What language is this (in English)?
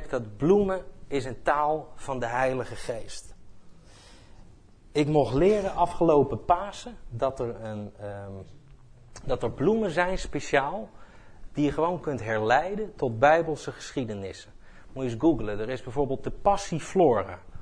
Dutch